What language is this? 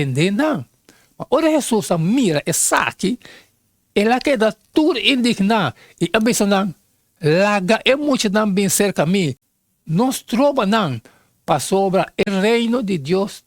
Papiamento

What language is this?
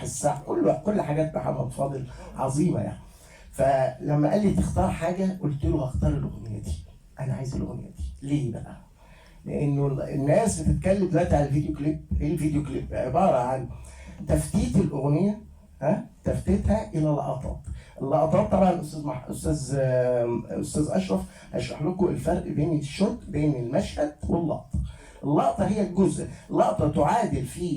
Egyptian Arabic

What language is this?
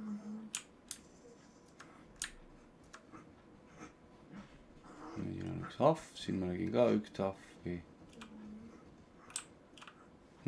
Estonian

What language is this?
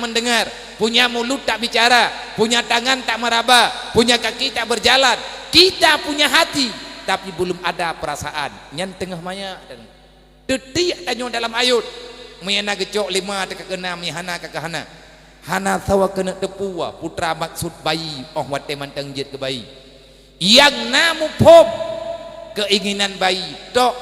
Achinese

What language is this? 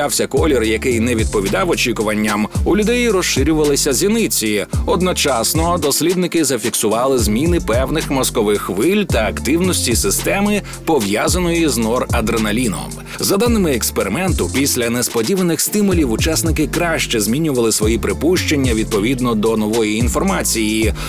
Ukrainian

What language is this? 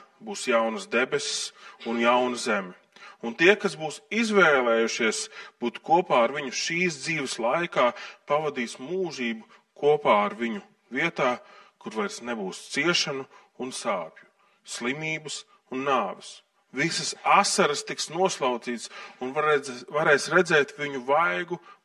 Latvian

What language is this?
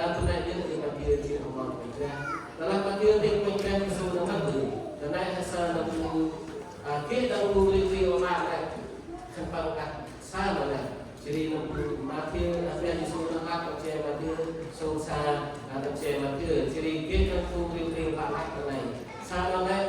Central Mnong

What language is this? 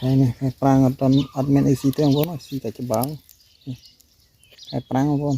Khmer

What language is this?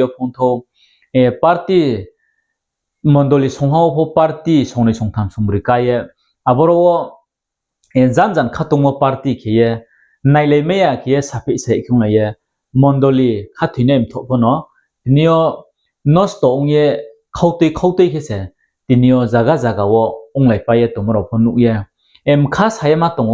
Riang (India)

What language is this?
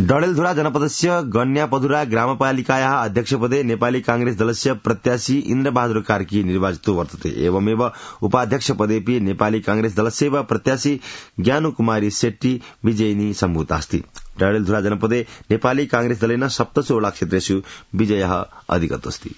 Sanskrit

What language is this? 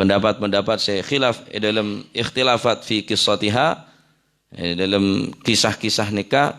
Madurese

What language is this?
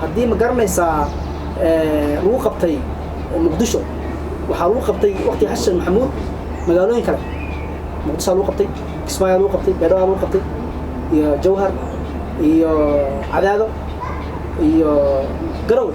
Somali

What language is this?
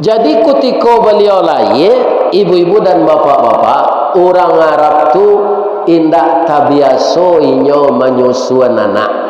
Minangkabau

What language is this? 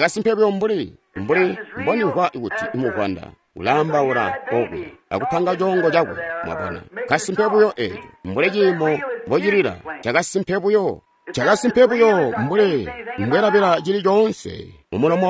Tonga (Zambia)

